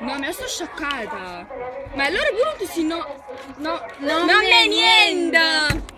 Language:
Neapolitan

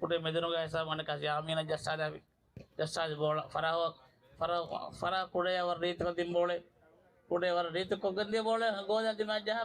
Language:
Divehi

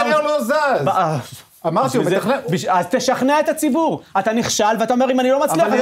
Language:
Hebrew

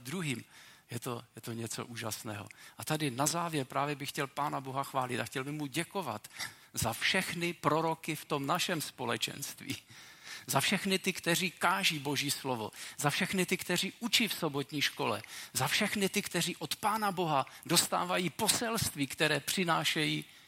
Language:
Czech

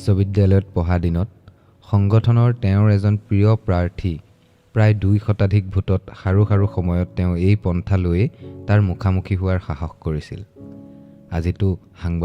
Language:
Assamese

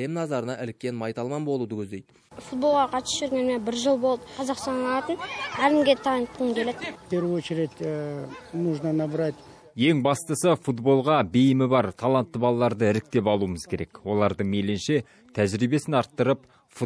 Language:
Kazakh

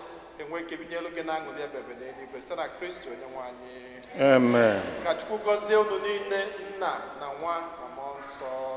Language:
Igbo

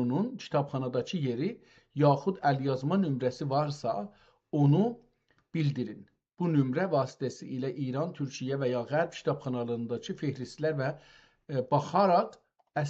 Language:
South Azerbaijani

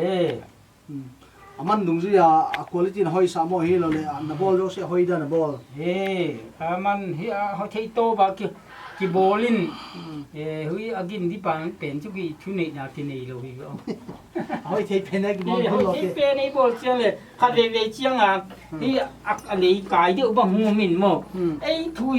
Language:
Paite Chin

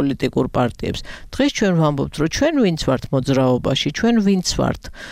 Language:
Georgian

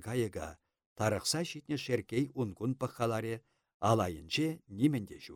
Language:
Chuvash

